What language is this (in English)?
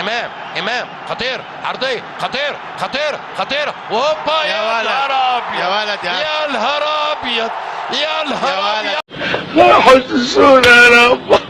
Egyptian Arabic